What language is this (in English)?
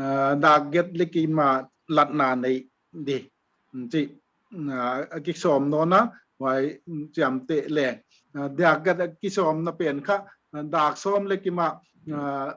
Paite Chin